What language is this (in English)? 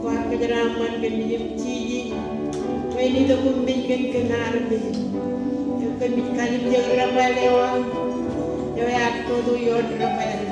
Marshallese